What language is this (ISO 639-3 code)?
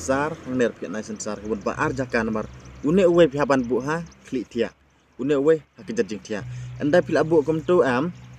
kha